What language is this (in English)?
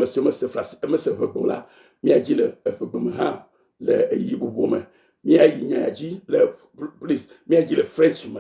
Ewe